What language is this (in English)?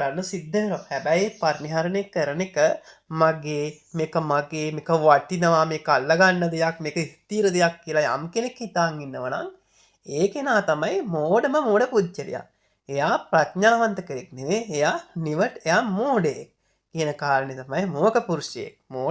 Sinhala